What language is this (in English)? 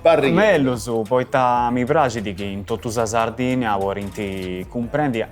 Sardinian